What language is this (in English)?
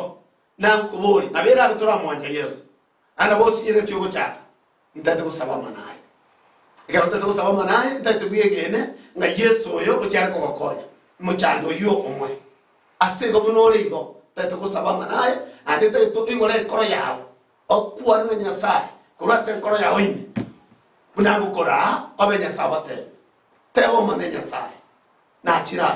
Gusii